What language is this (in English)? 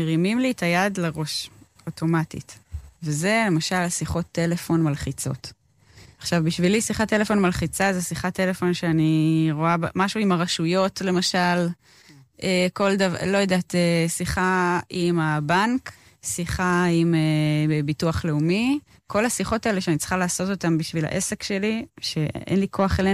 Hebrew